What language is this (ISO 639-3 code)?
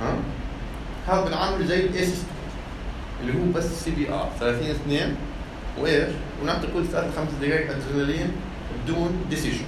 apc